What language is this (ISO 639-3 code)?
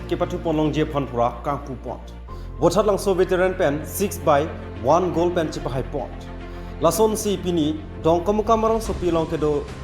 mjw